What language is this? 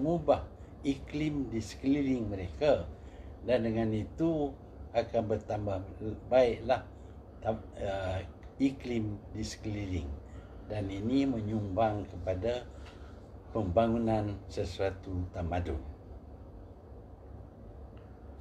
Malay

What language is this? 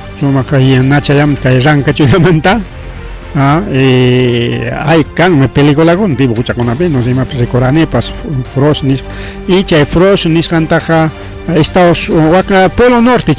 Ayacucho Quechua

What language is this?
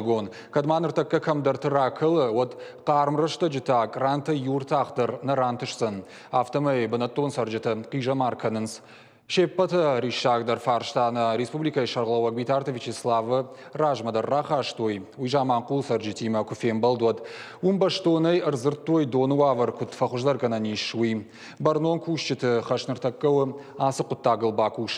Ossetic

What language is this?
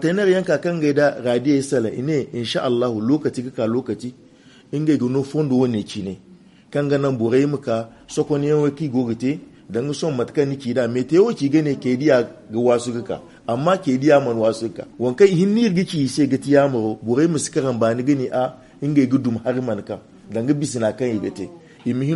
Zarma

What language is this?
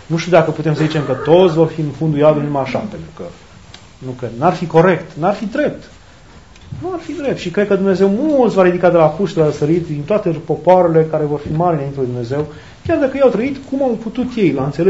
Romanian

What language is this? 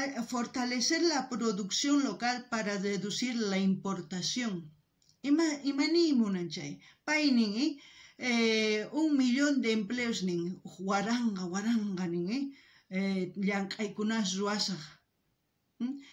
South Bolivian Quechua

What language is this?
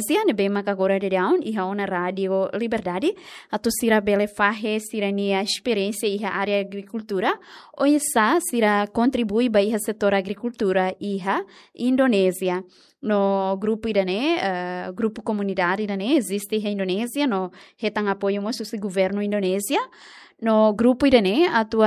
Tetum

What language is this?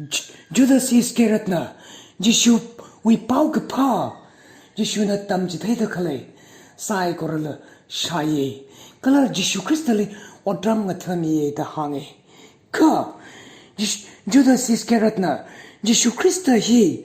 Tangkhul Naga (India)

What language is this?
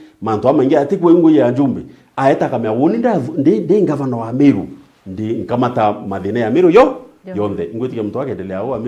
Meru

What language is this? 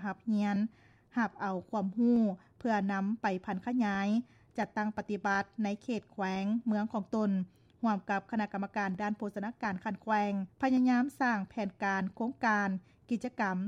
Lao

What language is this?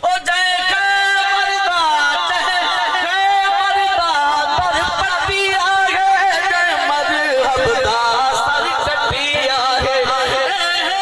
Saraiki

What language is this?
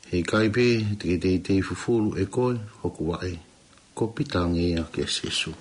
Tongan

